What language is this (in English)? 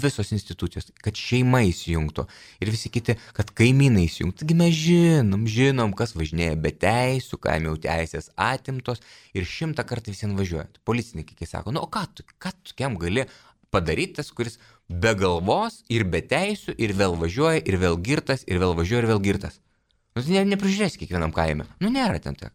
Lithuanian